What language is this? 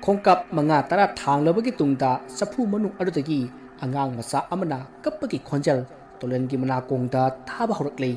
Manipuri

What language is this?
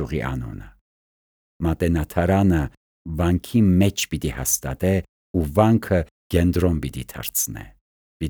Armenian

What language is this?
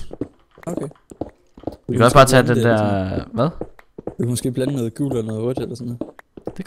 Danish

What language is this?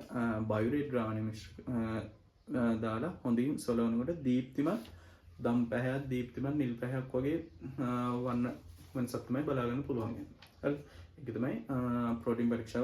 Sinhala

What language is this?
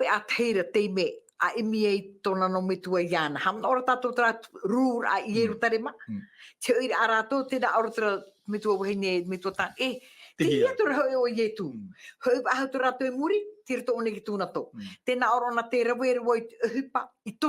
Tahitian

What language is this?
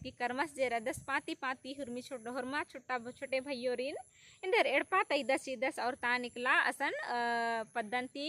Kurukh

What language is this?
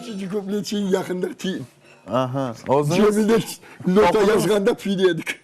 Crimean Tatar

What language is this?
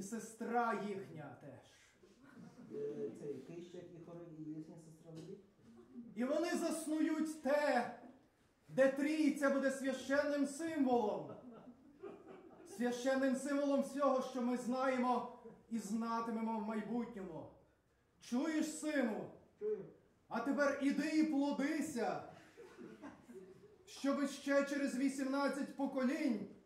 Ukrainian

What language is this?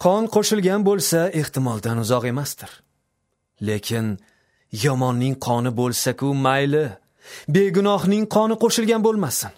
Uzbek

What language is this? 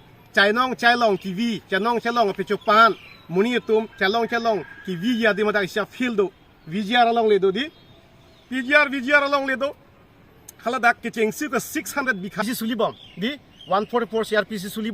Karbi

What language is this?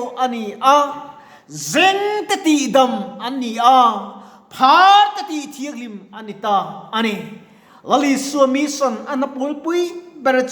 Mizo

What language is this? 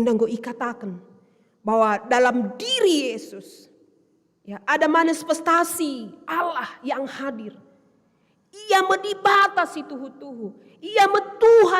Batak Karo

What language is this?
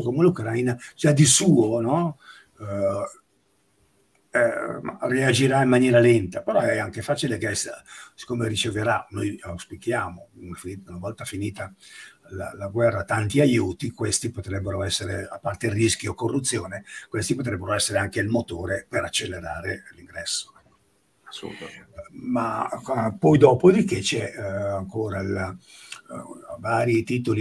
Italian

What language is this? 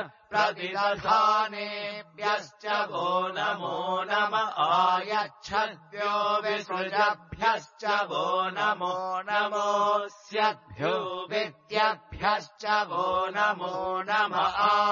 Sanskrit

